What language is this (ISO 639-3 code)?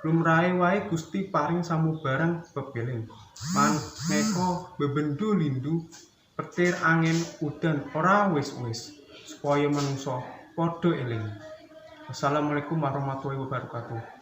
jav